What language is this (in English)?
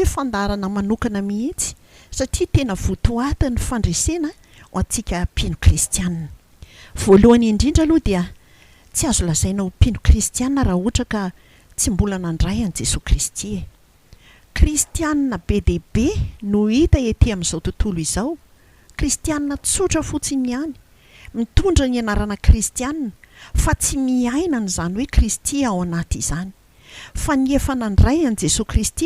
Malagasy